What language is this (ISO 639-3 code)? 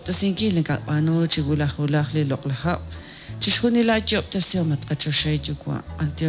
kek